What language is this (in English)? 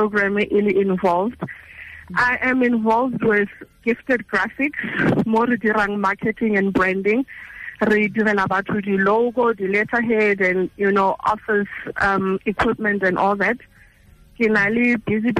Tswana